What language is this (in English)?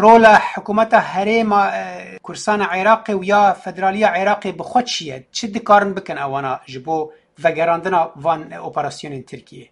Kurdish